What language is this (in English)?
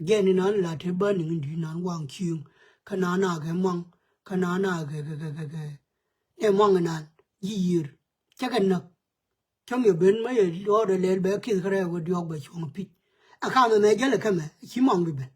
Nuer